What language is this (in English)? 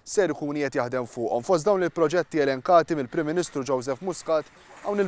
Maltese